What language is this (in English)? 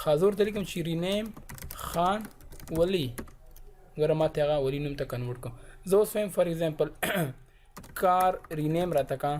Pashto